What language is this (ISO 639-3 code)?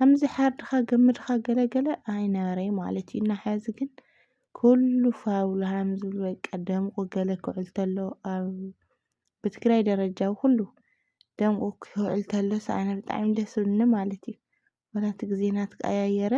tir